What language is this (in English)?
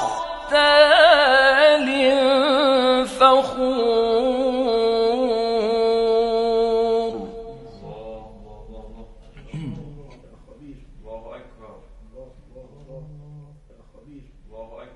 Arabic